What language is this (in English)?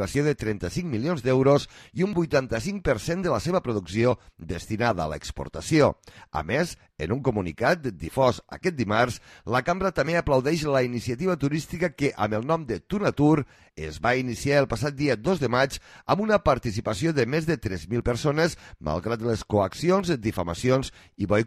Catalan